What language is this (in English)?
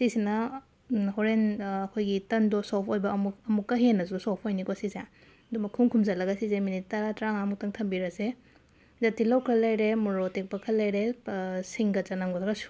Manipuri